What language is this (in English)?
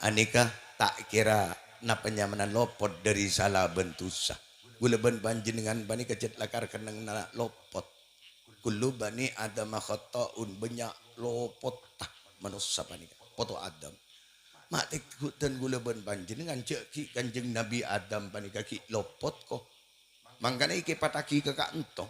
Madurese